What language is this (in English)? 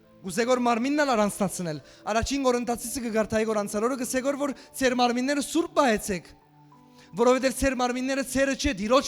Western Armenian